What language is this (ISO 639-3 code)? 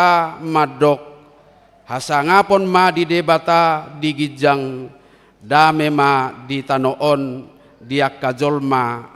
bbc